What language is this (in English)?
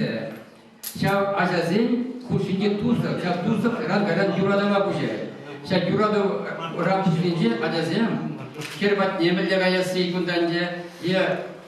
Chuvash